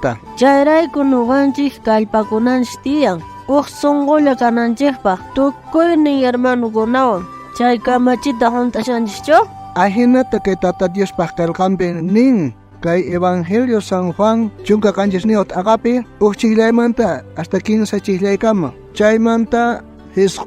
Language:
South Bolivian Quechua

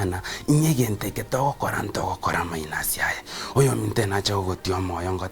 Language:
Gusii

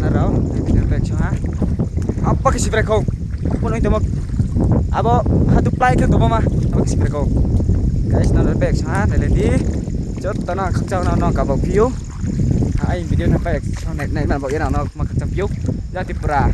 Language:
Riang (India)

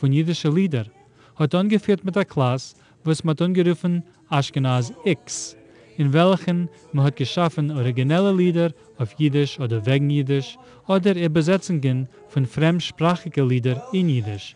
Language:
Yiddish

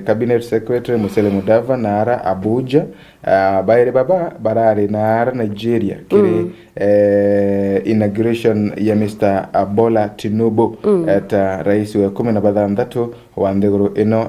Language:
Meru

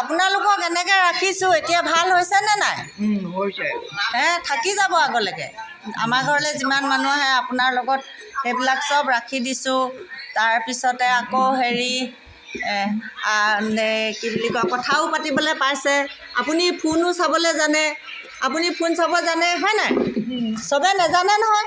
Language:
Assamese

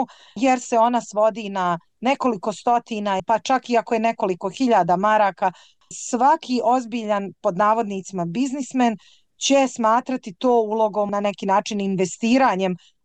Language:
Bosnian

